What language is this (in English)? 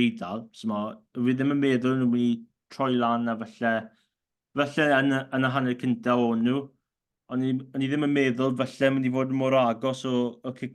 Welsh